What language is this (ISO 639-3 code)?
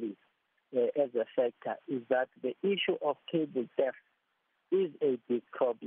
eng